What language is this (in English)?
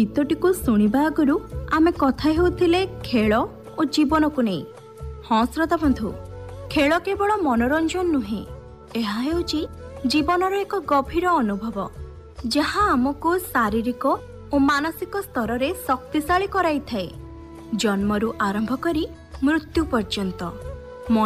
Odia